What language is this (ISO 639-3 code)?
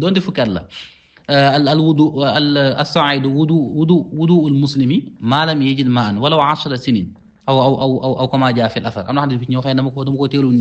wol